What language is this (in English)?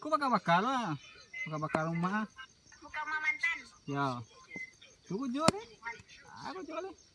Minangkabau